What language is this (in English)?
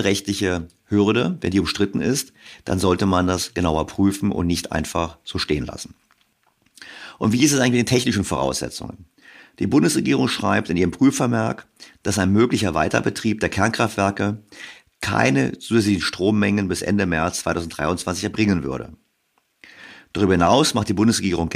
German